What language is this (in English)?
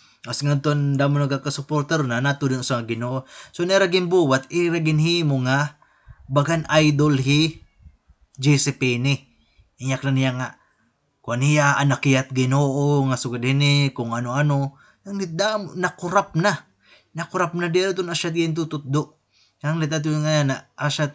Waray